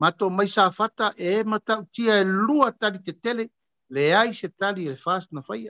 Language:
Samoan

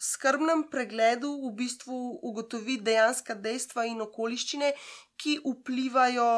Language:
Slovenian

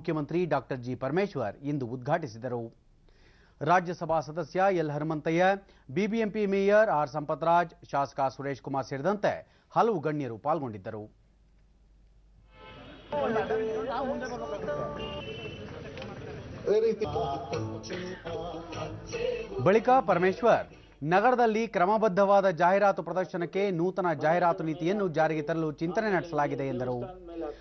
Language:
Kannada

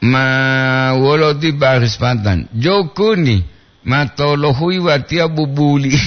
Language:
Gorontalo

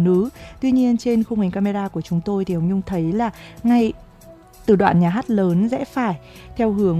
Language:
Vietnamese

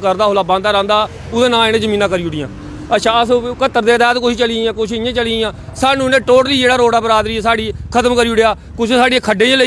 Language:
Dogri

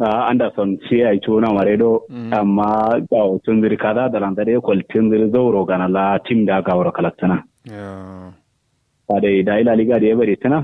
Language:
Kanuri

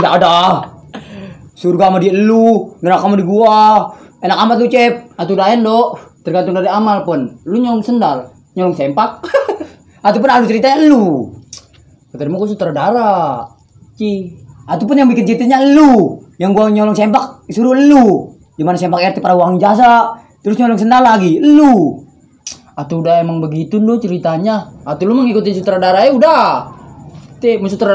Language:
Betawi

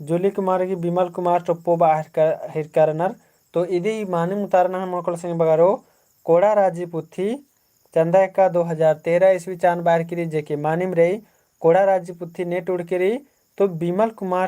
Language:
Kurukh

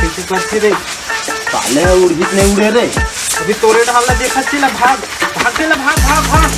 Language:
Chhattisgarhi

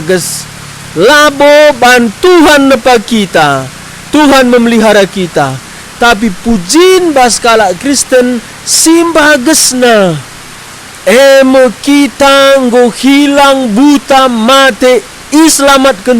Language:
Batak Karo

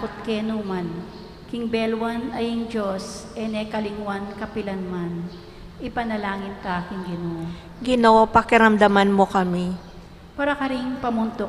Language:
Pampanga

